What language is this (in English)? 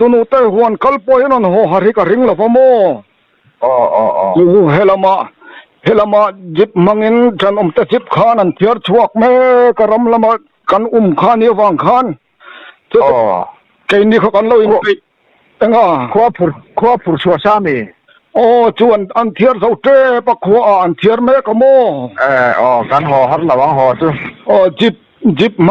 Mizo